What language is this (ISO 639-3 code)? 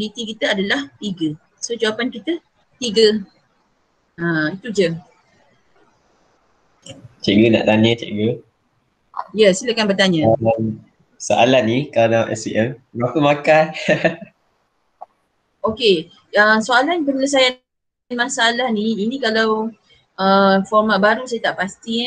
msa